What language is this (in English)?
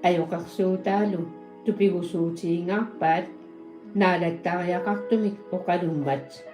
Kalaallisut